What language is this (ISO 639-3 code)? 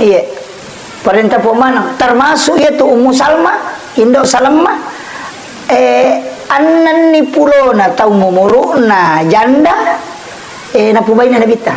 bug